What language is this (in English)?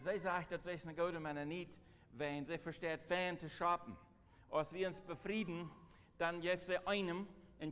Plautdietsch